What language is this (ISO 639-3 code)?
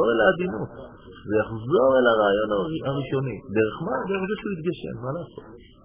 heb